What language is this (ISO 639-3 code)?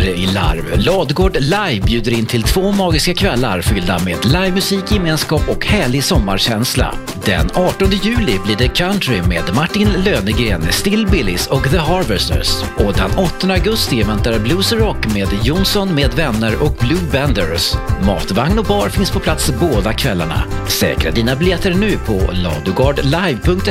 swe